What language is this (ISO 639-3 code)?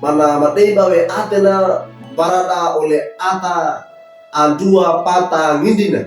wew